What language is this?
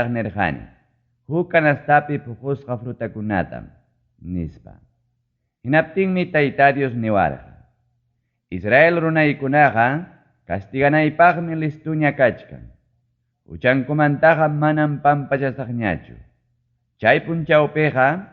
Ayacucho Quechua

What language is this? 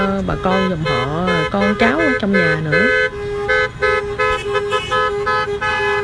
Vietnamese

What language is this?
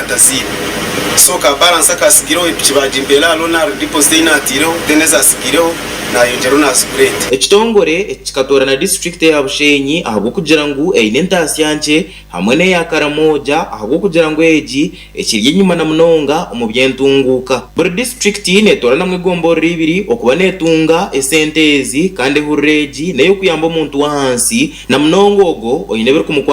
Nyankole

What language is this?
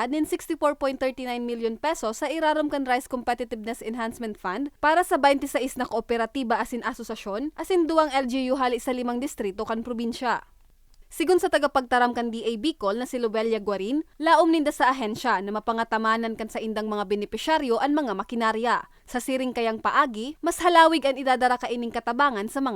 Bikol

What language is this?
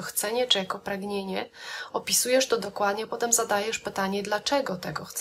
Polish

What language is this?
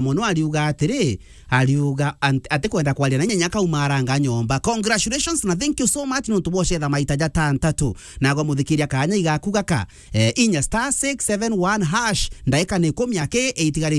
Meru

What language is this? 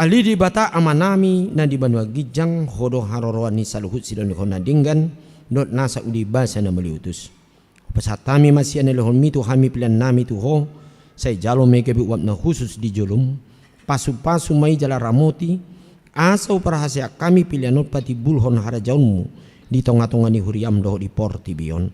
Batak Toba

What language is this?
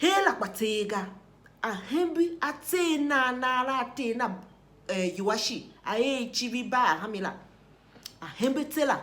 Tiv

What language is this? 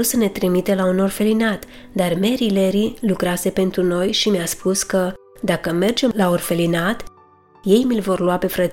Romanian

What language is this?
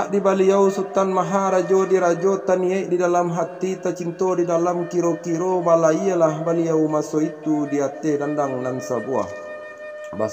Minangkabau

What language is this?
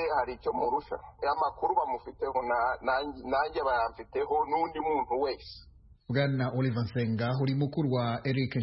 Kinyarwanda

